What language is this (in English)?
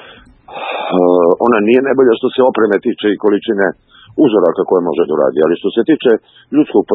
Serbian